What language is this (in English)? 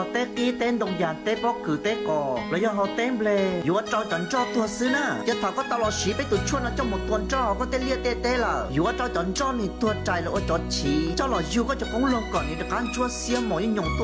Hmong